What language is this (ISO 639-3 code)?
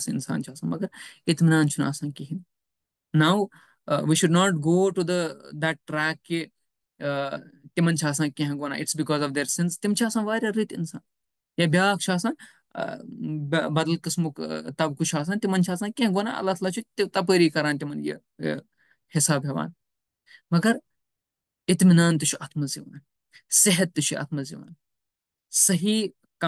kas